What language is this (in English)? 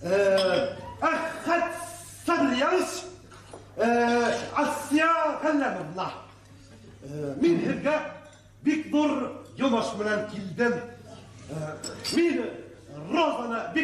Bashkir